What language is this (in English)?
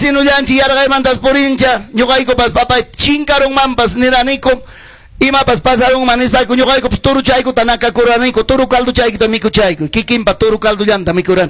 Ayacucho Quechua